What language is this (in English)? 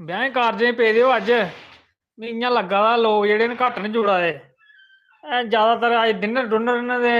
Dogri